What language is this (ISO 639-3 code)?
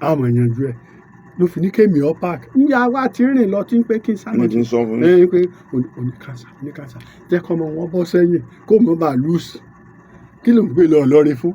yor